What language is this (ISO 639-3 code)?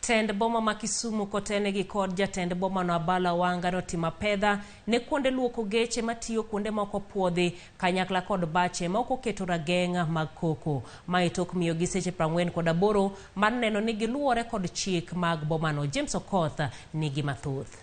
luo